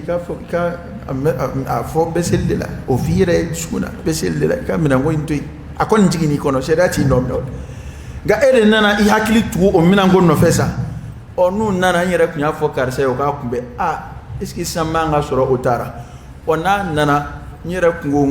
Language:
Dyula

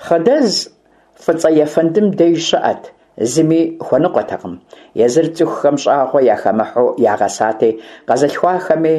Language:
Kabardian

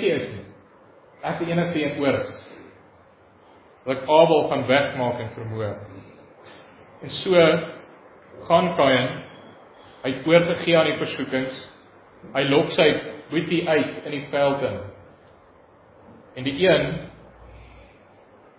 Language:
Afrikaans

